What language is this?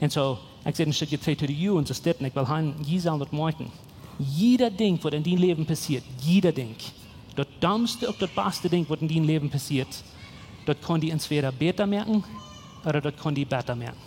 Plautdietsch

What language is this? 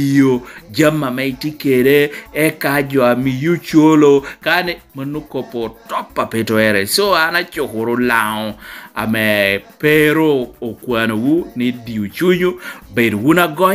Lango (Uganda)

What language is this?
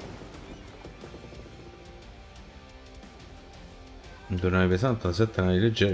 Italian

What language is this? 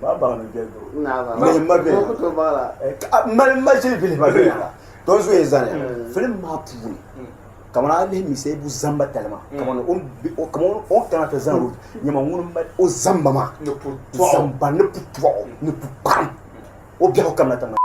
Dagbani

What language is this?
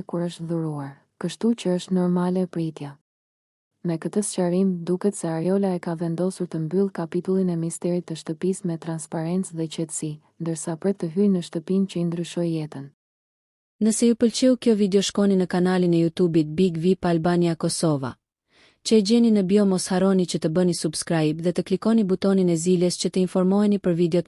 Albanian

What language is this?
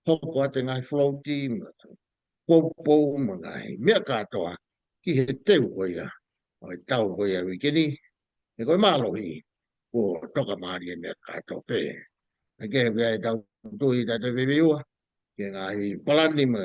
Tongan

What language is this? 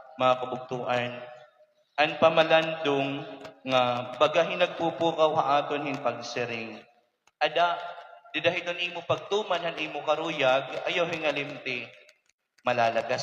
Waray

